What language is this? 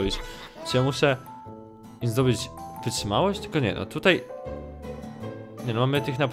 Polish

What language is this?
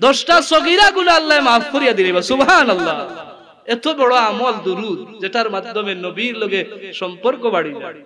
Sylheti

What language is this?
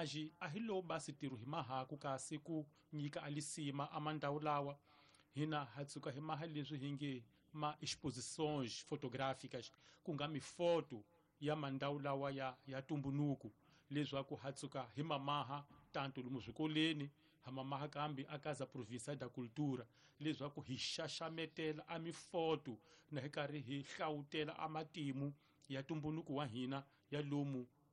Tsonga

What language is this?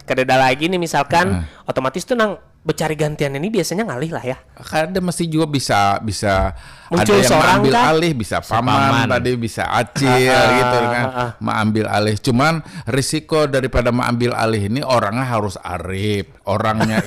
Banjar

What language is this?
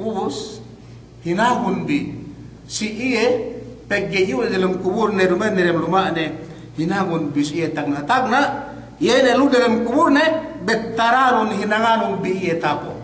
Yakan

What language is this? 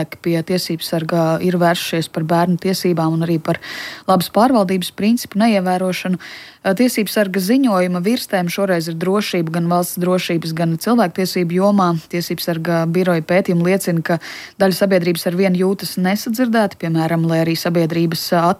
Latvian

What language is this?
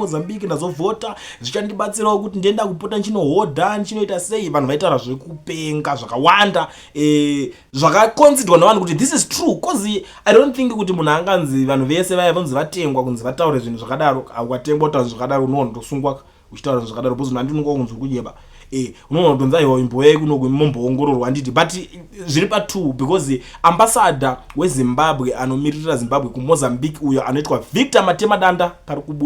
Shona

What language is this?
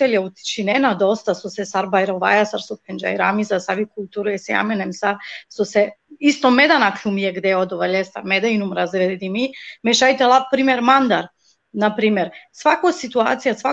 Balkan Romani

